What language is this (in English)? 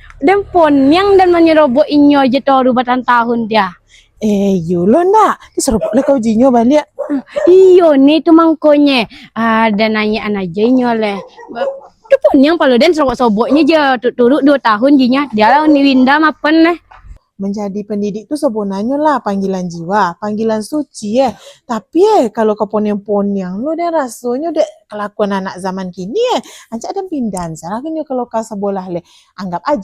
Minangkabau